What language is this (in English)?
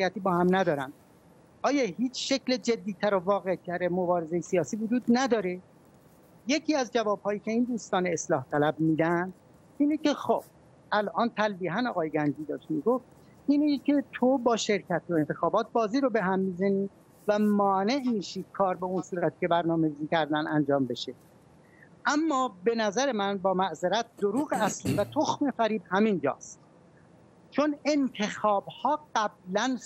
Persian